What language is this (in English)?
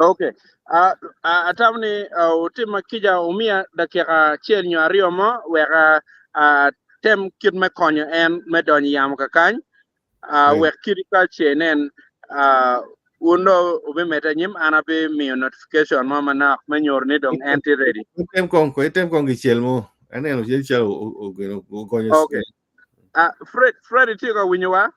Acoli